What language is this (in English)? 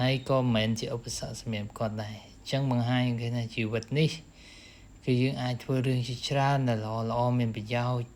Khmer